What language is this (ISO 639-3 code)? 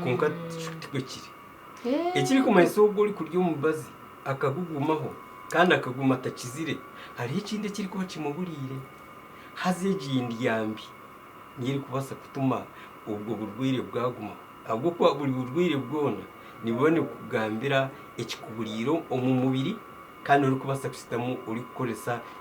nyn